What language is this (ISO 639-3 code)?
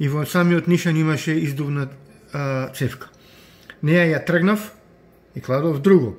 mkd